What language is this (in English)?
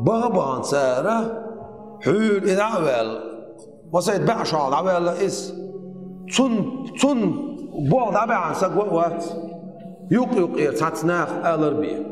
Chechen